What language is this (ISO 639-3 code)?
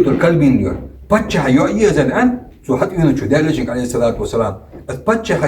inh